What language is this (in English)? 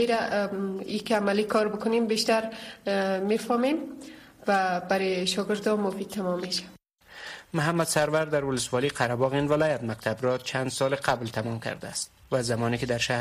Persian